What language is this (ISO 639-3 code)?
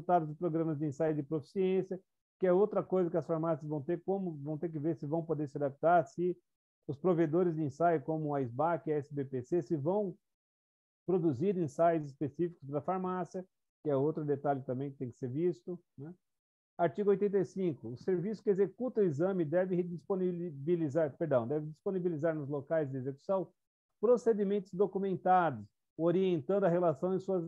por